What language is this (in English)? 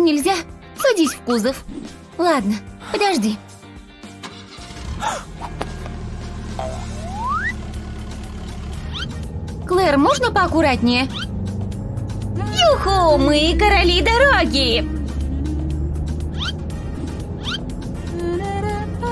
Russian